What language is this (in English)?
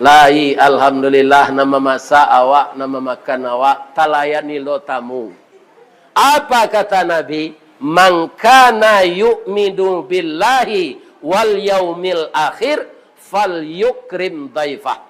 Minangkabau